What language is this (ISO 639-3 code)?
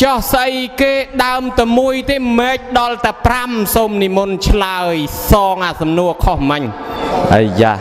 khm